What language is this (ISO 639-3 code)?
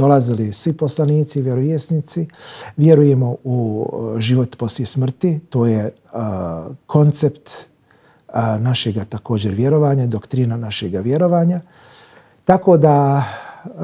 bos